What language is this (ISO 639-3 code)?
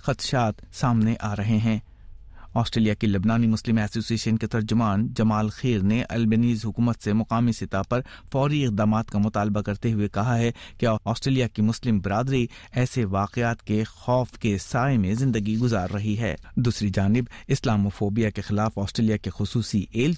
urd